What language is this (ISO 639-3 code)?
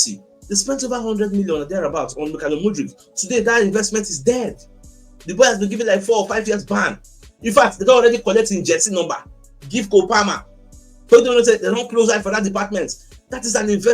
pcm